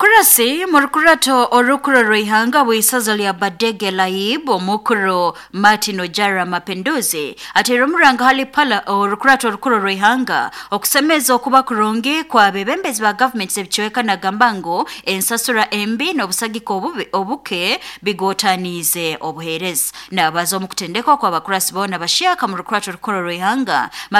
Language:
Nyoro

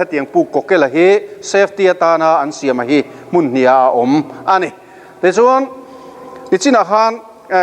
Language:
Mizo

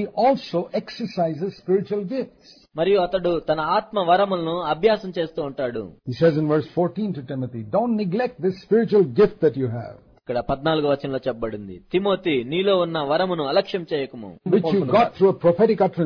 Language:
Telugu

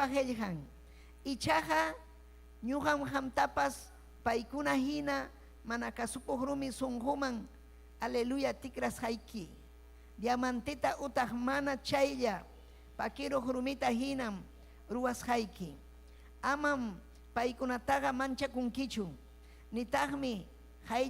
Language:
Ayacucho Quechua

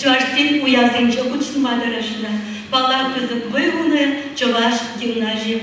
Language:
Chuvash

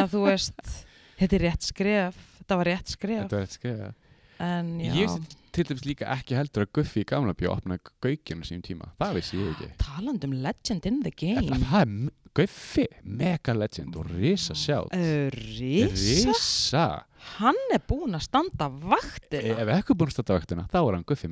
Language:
Icelandic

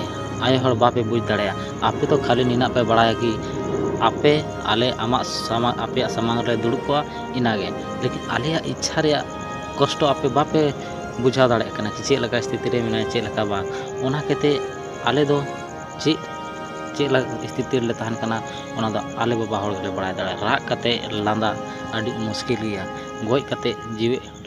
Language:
Santali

